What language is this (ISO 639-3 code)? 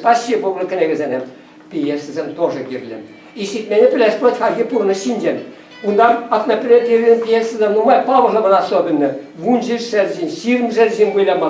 chv